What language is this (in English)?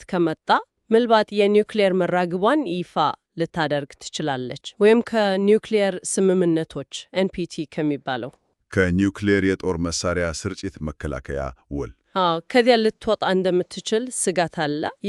Amharic